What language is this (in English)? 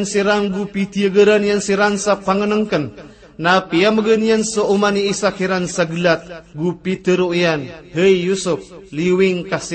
Maranao